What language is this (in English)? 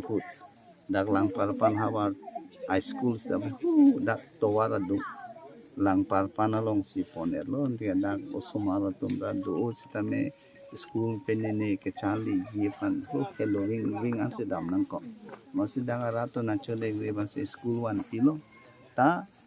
Karbi